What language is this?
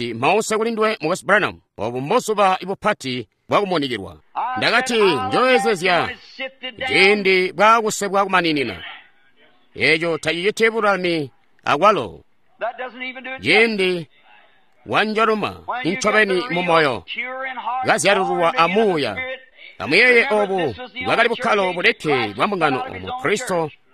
Tonga (Zambia)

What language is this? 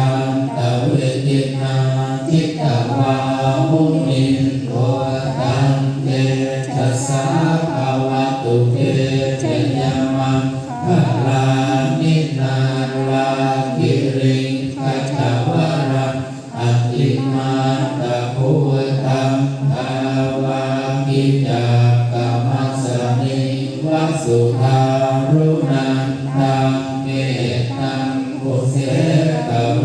Pali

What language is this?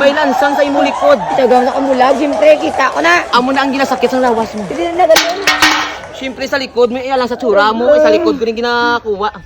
Hiligaynon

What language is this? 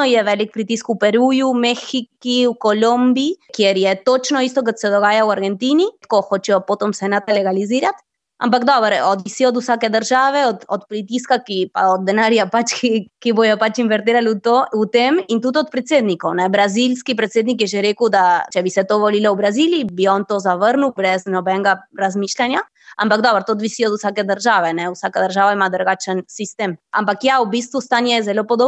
Slovenian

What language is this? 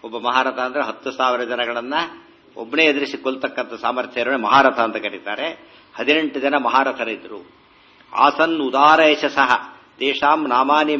Kannada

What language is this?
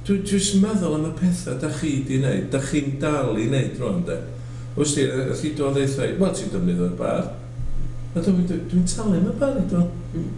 Welsh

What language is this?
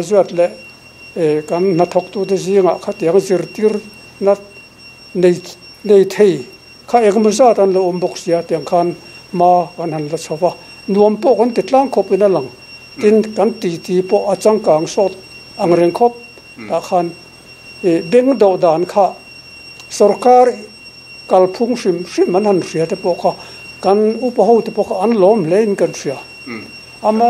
Mizo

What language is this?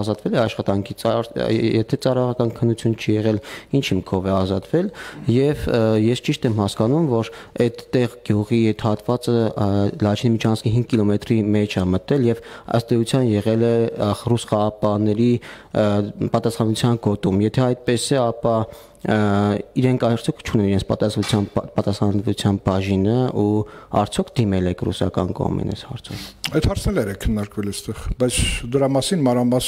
Armenian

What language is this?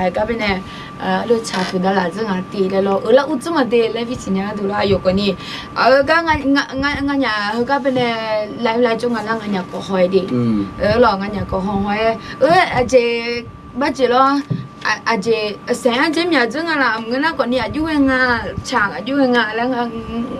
Akha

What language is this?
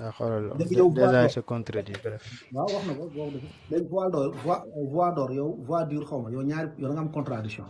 Wolof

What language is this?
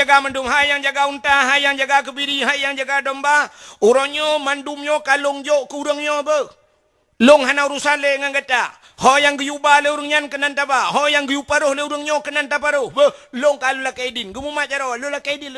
Achinese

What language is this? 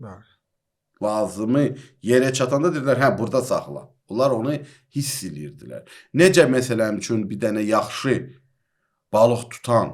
Azerbaijani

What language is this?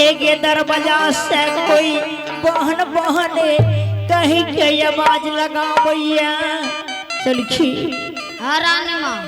Angika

